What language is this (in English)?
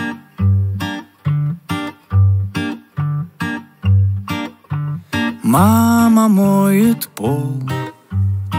Russian